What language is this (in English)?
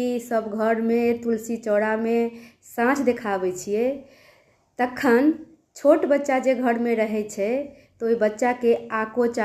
Maithili